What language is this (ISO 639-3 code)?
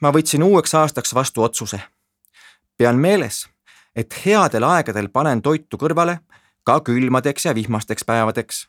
est